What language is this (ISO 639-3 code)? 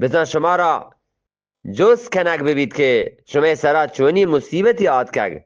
bgp